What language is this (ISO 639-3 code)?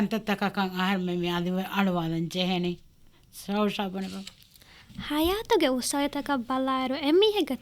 div